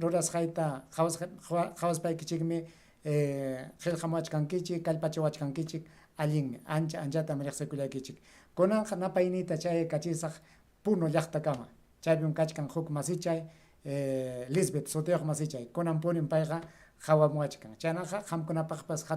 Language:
Ayacucho Quechua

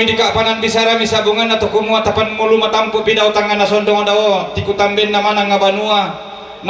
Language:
Toraja-Sa'dan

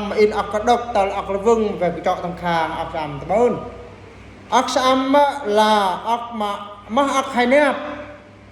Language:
Eastern Bru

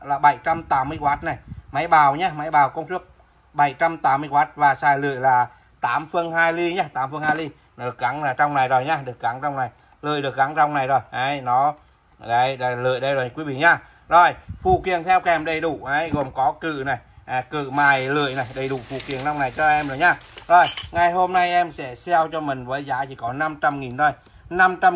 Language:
Vietnamese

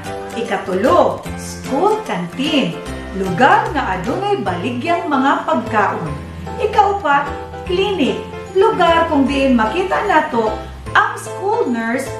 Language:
Cebuano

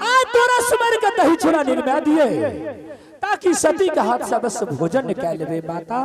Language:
Angika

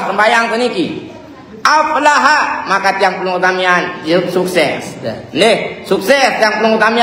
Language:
Sasak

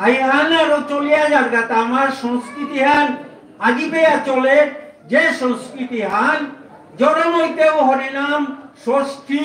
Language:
Bishnupriya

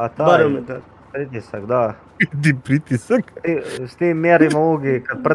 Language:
Croatian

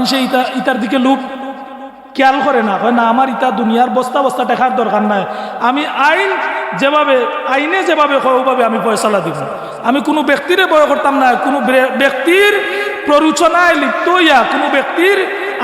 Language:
Sylheti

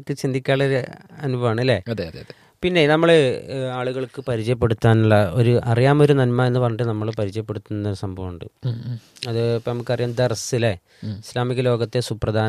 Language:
Malayalam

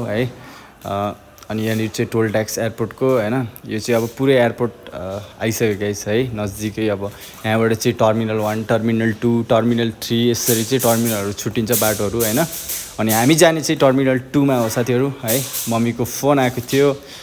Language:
Nepali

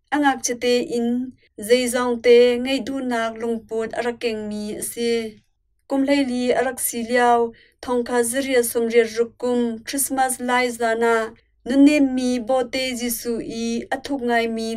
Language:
Hakha Chin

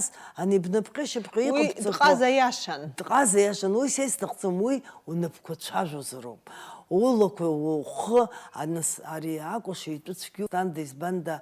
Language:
Abkhazian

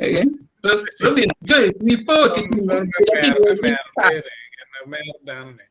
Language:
Acoli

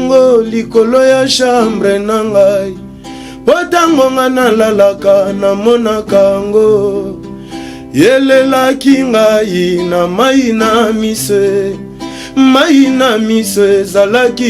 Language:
Lingala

